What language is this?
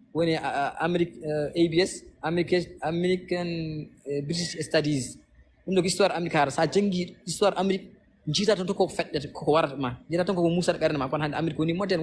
Fula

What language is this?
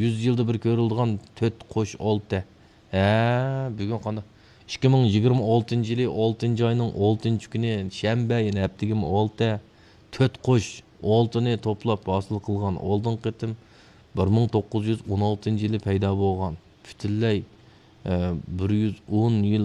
Uyghur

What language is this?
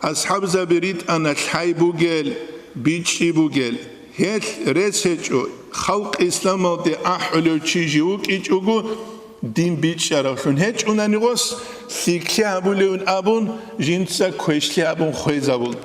Avaric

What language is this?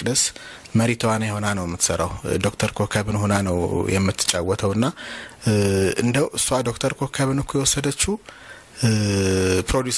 Amharic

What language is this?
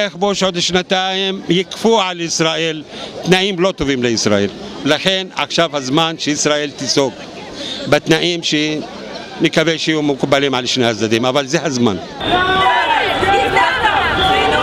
Hebrew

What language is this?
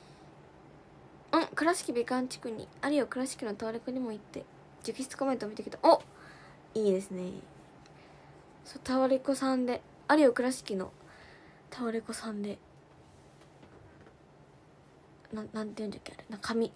Japanese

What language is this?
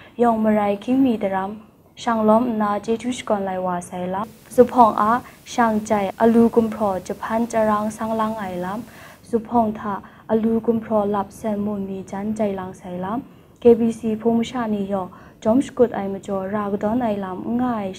Kachin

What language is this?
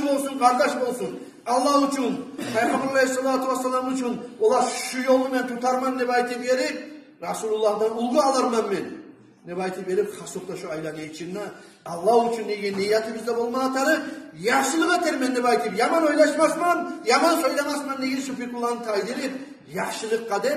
Kumyk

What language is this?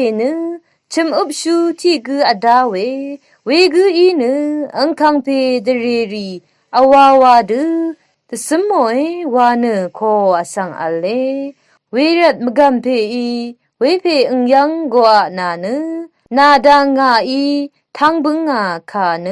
Rawang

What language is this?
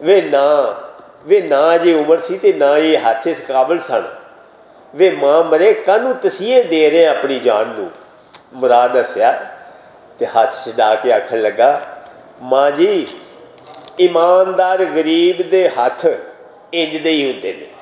Western Panjabi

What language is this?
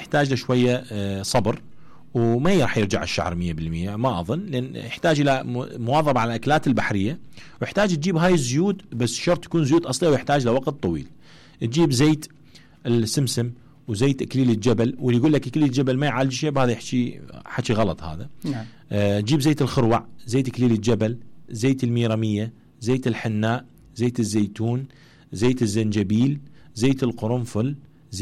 Mesopotamian Arabic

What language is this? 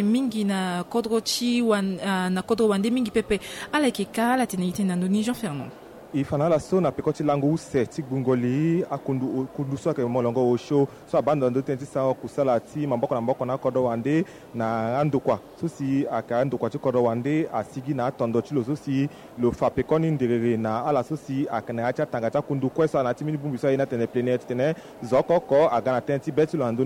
Sango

